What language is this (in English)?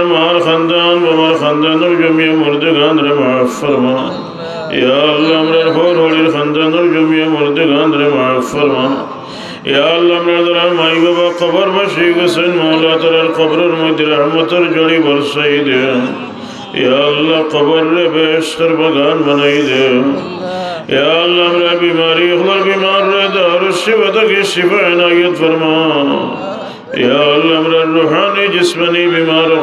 Sylheti